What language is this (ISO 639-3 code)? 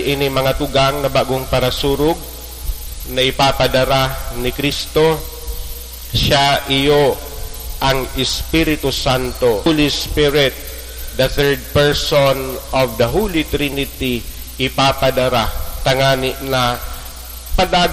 bik